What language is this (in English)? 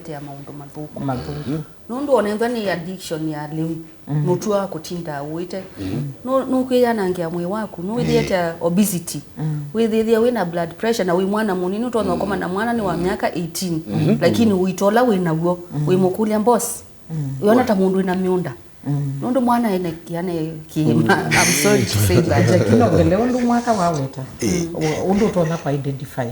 Kamba